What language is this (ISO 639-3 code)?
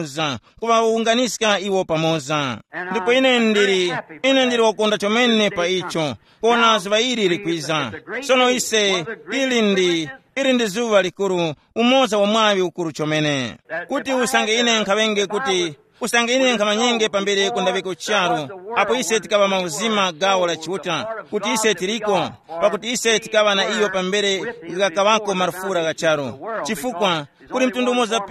tum